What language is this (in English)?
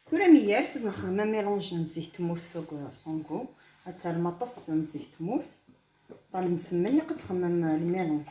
Kabyle